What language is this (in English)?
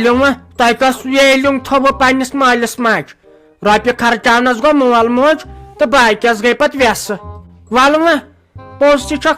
Kashmiri